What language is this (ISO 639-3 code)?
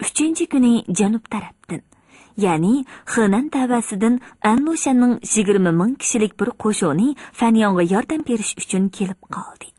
uig